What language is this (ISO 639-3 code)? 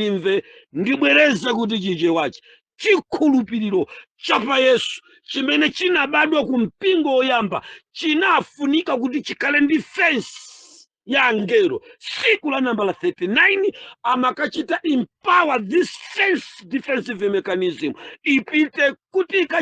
nya